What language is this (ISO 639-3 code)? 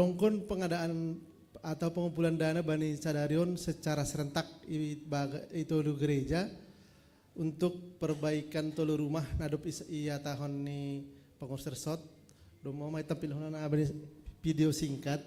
bts